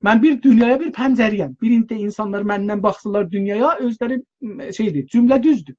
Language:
South Azerbaijani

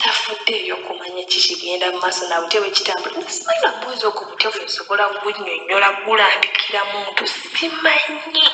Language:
Ganda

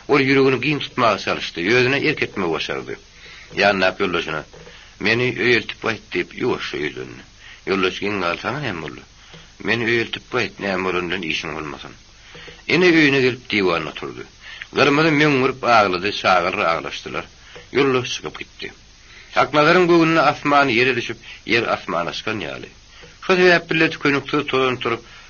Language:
Turkmen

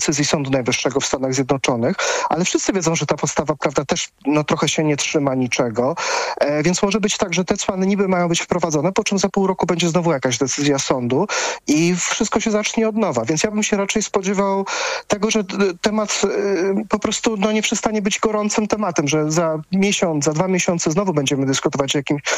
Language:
Polish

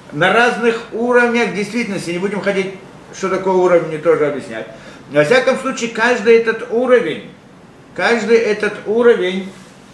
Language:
Russian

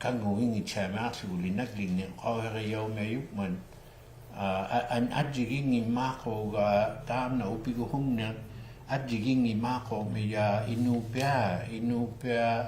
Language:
Inuktitut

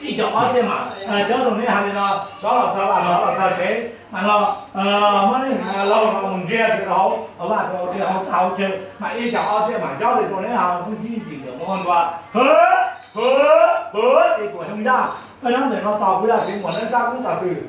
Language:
Hmong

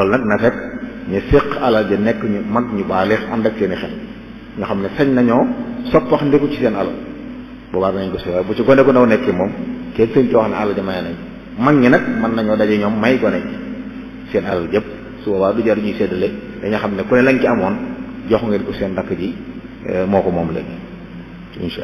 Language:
Wolof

